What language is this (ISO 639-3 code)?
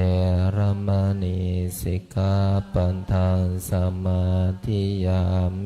pli